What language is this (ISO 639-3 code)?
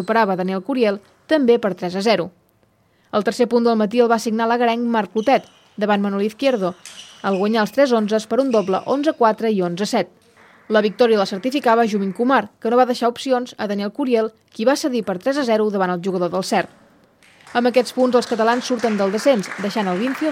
cat